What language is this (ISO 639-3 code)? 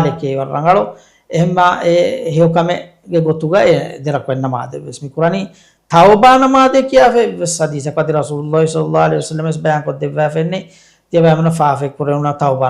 div